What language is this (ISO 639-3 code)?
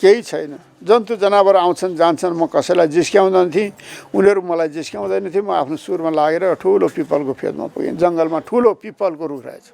nep